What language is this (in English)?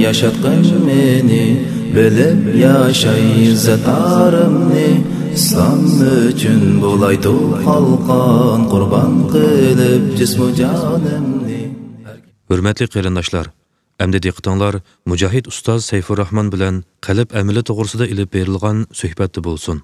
Uyghur